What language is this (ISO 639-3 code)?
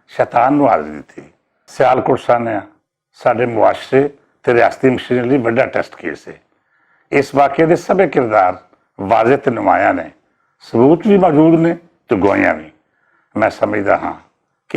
lah